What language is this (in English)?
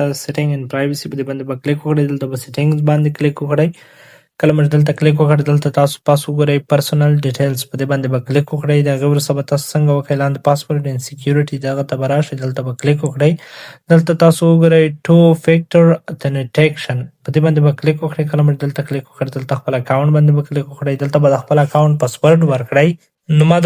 Pashto